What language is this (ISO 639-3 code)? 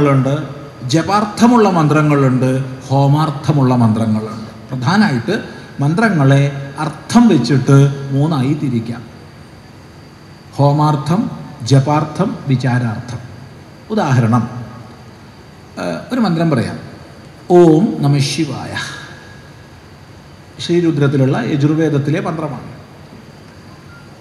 mal